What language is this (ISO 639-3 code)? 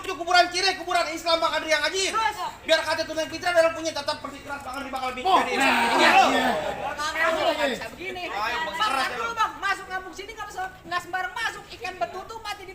bew